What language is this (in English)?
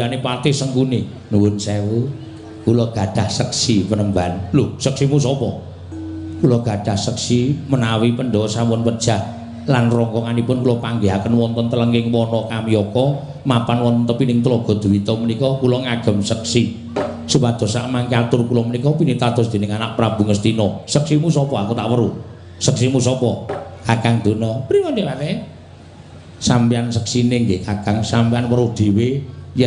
Javanese